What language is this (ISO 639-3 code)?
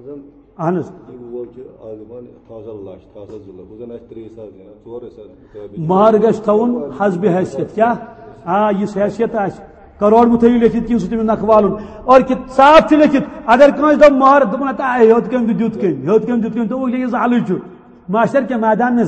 kas